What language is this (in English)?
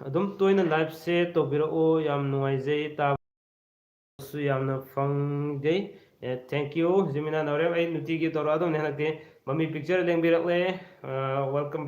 Manipuri